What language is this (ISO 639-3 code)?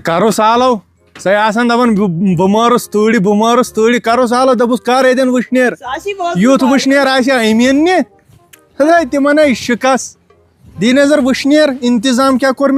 kas